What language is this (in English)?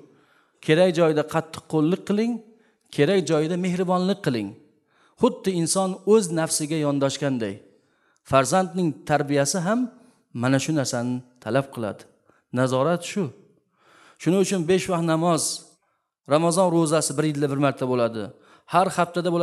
Uzbek